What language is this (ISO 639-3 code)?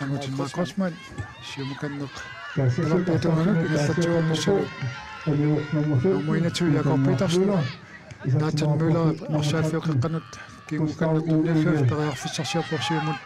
kal